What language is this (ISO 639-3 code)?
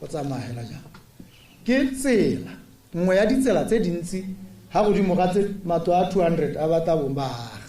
tsn